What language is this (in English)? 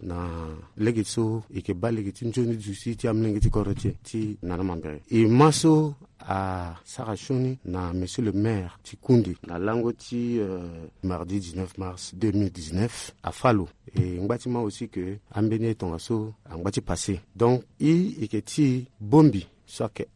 Sango